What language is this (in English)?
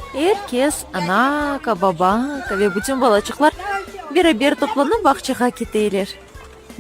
Crimean Tatar